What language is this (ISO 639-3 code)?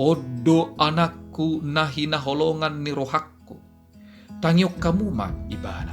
bbc